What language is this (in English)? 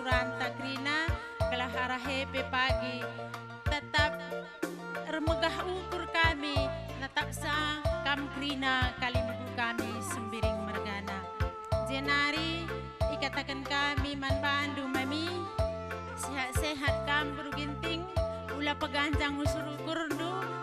Batak Karo